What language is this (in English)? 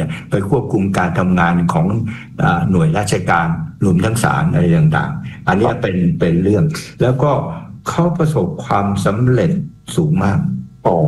Thai